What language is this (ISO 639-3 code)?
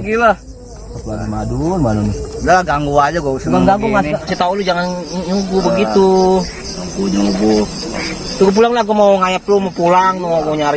bew